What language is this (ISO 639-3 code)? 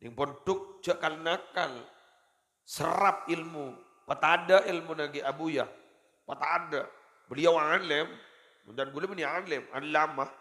mad